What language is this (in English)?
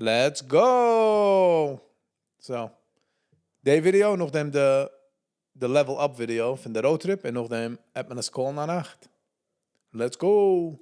Yiddish